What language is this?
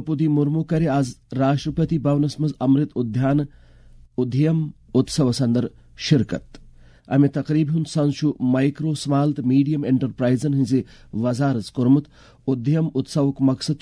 Kashmiri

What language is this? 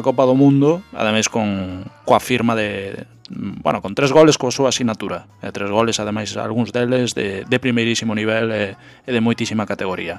Galician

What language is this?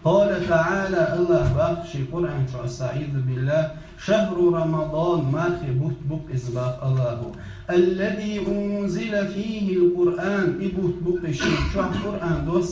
Chechen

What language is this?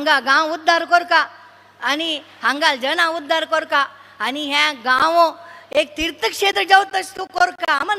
Konkani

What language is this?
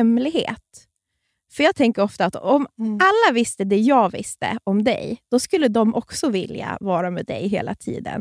Swedish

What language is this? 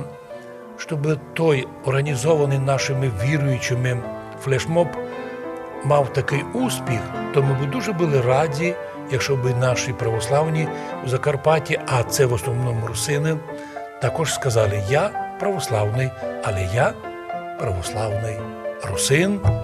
Rusyn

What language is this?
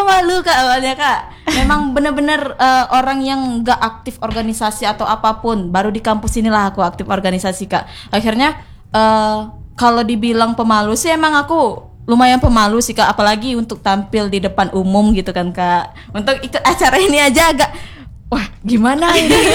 Indonesian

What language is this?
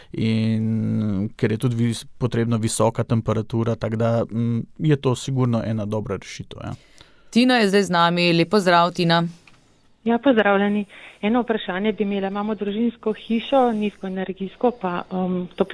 Slovenian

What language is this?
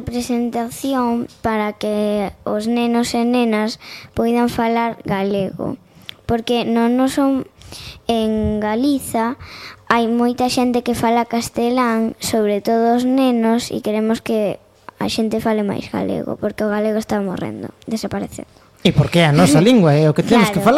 Galician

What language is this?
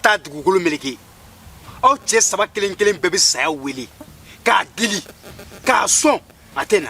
Bambara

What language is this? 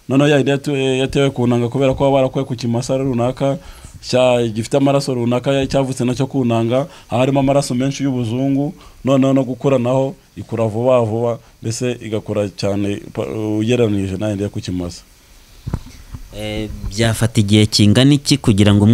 Kinyarwanda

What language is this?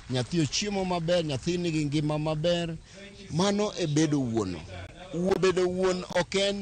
Luo (Kenya and Tanzania)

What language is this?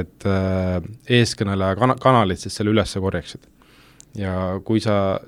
Estonian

